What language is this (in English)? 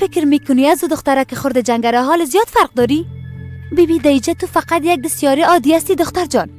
Persian